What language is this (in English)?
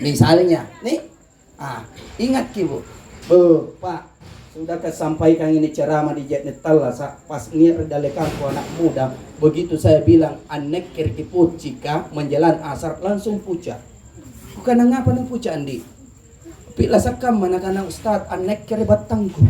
Makasar